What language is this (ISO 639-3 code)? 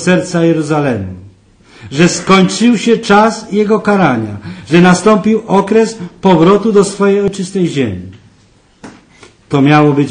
pol